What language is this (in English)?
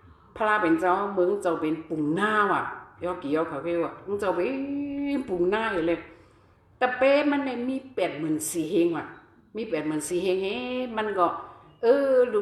Shan